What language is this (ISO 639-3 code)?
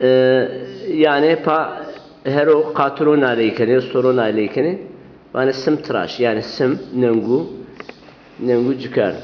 zza